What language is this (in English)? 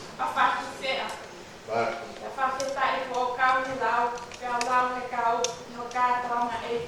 Tongan